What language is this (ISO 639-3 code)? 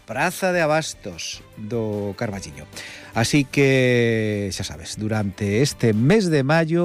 glg